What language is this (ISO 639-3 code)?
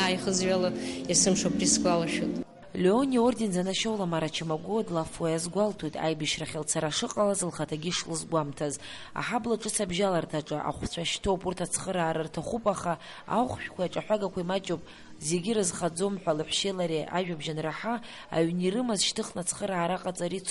abk